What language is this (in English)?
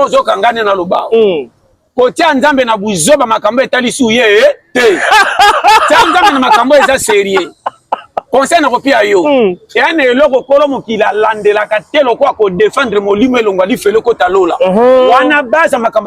Lingala